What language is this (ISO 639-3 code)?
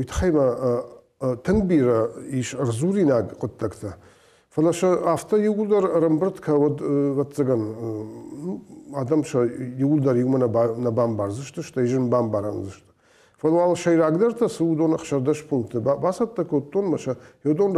oss